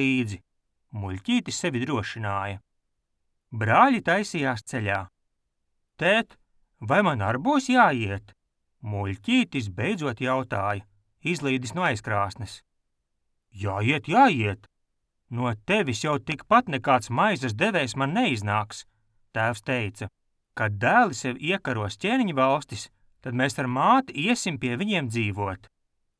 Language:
Latvian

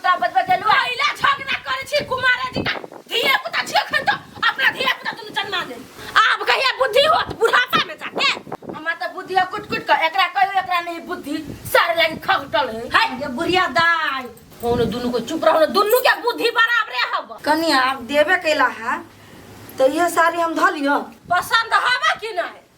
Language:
Maithili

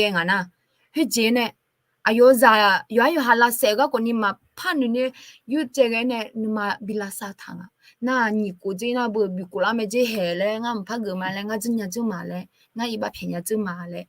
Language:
Akha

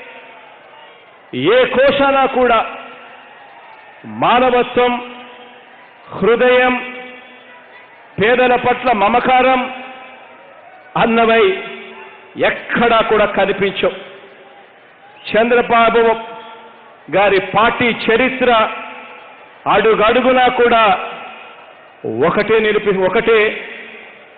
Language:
Telugu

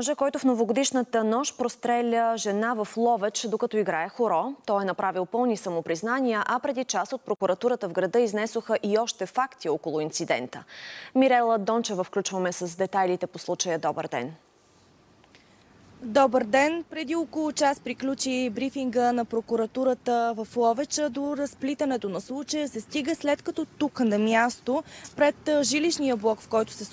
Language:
Bulgarian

